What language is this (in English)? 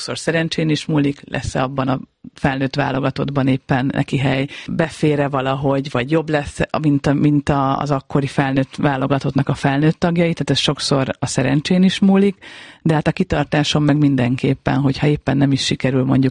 Hungarian